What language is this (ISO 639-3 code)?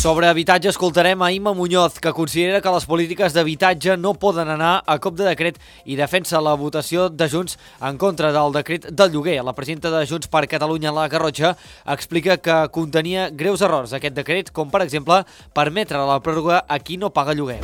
cat